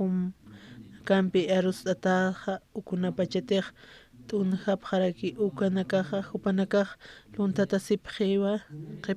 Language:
Aymara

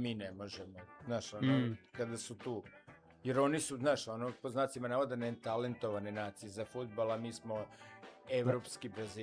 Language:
Serbian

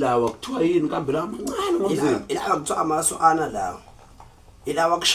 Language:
Zulu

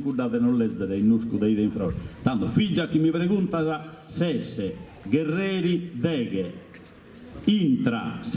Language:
Sardinian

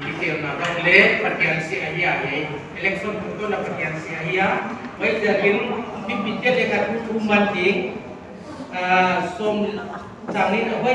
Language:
Paite Chin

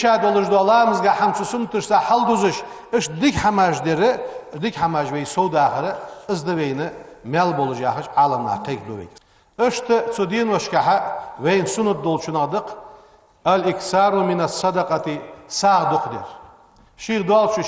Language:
Ingush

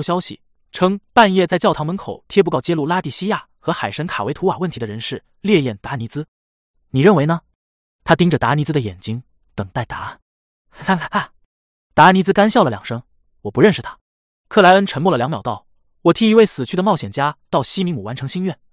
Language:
Chinese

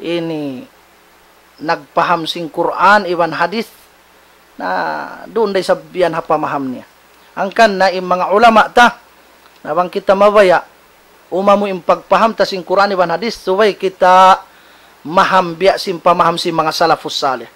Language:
Tausug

